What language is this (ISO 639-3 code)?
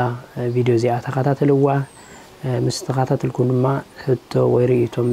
tir